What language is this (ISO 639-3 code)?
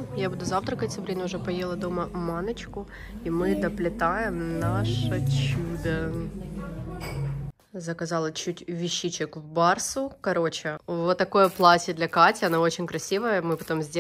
rus